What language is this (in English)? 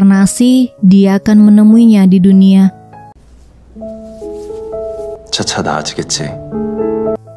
Indonesian